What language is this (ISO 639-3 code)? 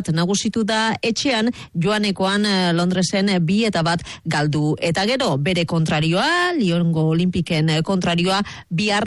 eus